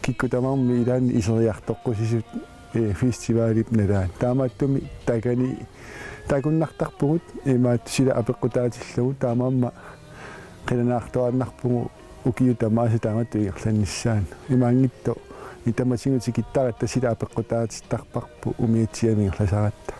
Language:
Kalaallisut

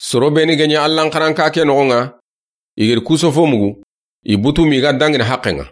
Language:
Soninke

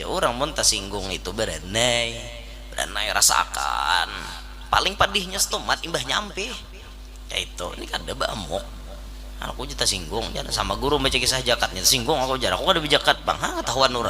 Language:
Banjar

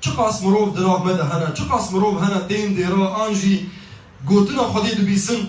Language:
Kurdish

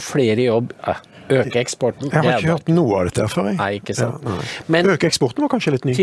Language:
Norwegian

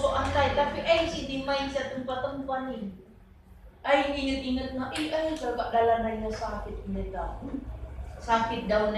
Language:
Batak Karo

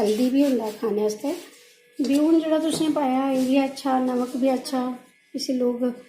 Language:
Dogri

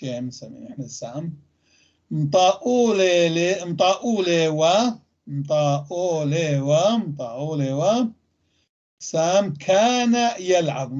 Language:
North Levantine Arabic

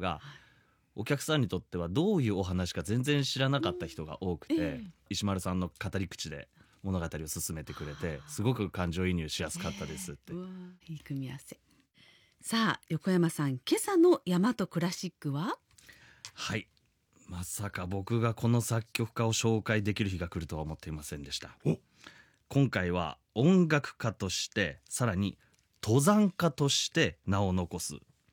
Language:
Japanese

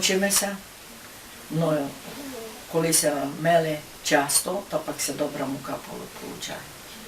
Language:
Rusyn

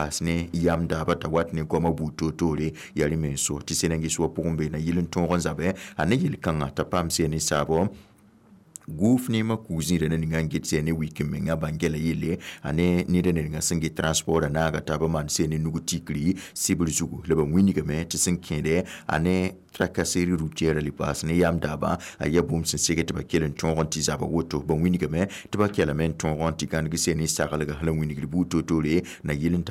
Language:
Mossi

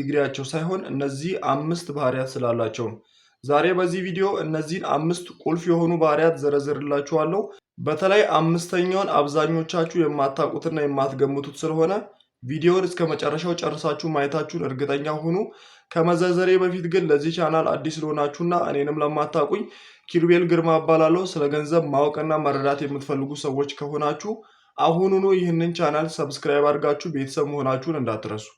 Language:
Amharic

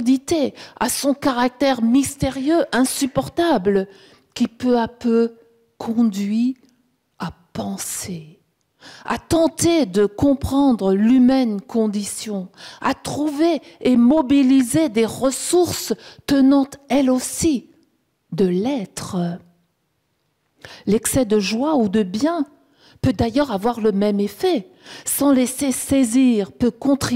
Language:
French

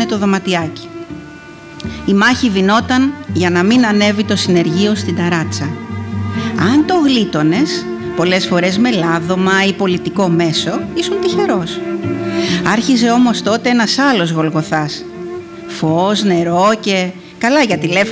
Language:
Greek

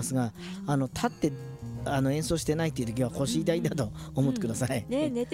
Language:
Japanese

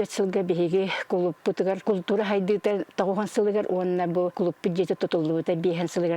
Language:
Yakut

